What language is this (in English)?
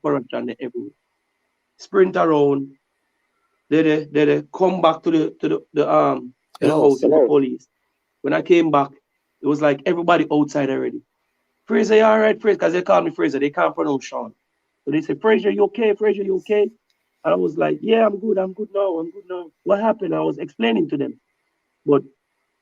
Jamaican Creole English